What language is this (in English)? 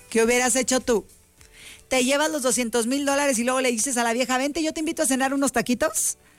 Spanish